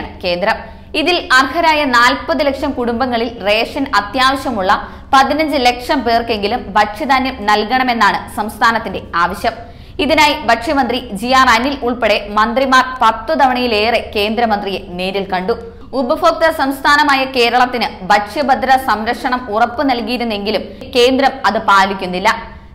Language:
Malayalam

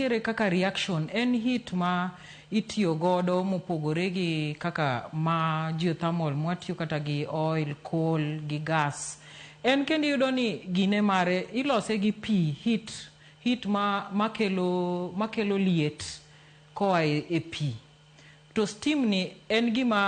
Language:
Luo (Kenya and Tanzania)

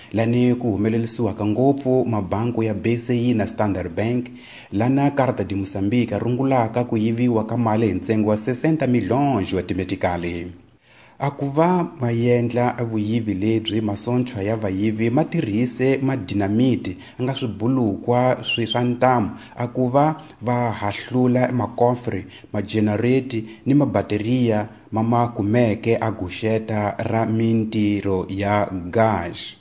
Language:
Tsonga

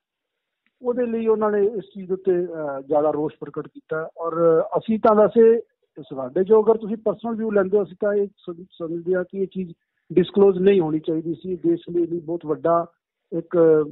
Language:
Punjabi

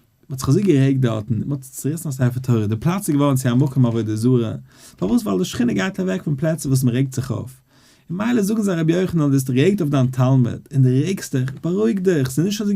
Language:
Yiddish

